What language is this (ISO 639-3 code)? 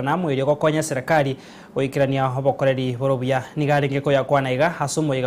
guz